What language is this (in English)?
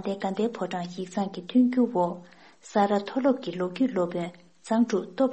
Tibetan